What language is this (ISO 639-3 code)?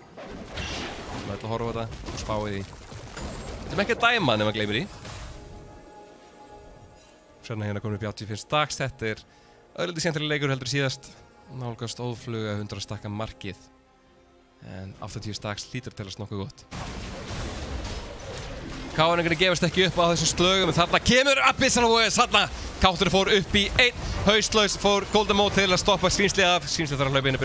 isl